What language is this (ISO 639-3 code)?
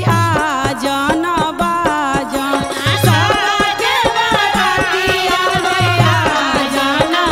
bho